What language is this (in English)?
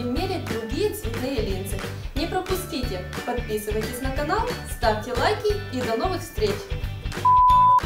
Russian